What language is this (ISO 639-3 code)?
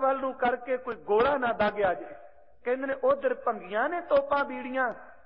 pan